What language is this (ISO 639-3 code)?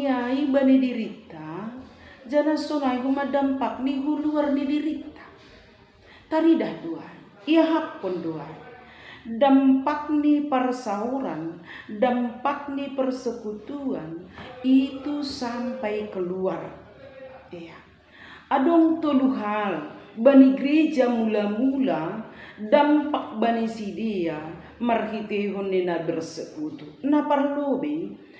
bts